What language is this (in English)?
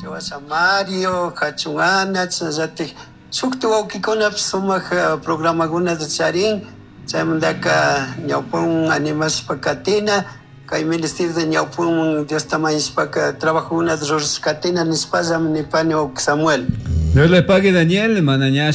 Chimborazo Highland Quichua